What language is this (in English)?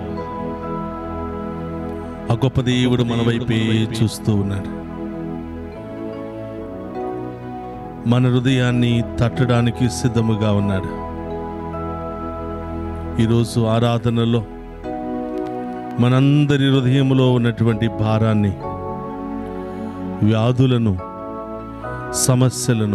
Telugu